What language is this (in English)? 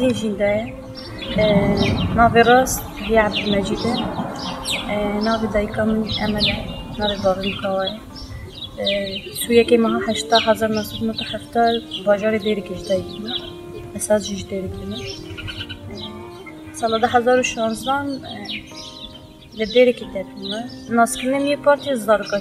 Kurdish